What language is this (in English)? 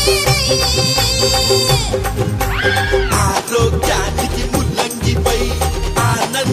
Telugu